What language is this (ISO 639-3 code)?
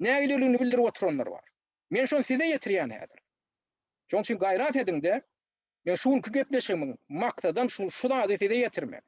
tuk